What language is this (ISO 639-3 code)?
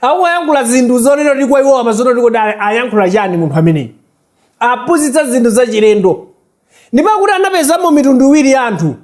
nya